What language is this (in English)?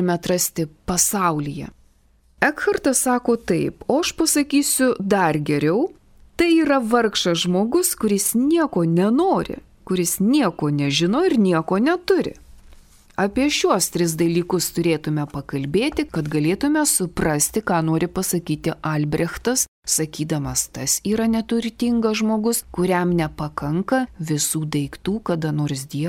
Lithuanian